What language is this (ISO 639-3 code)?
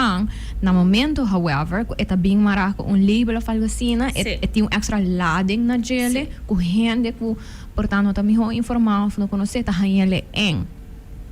pap